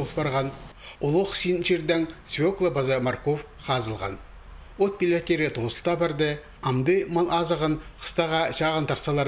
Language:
Khakas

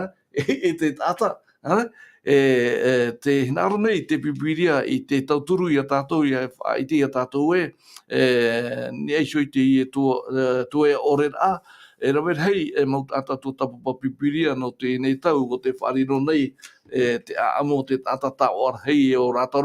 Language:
Tahitian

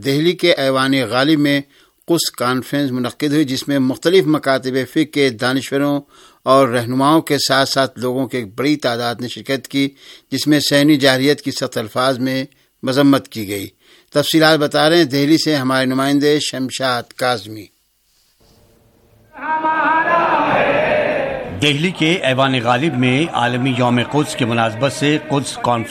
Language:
Urdu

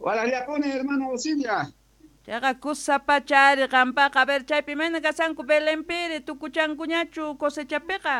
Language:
Quechua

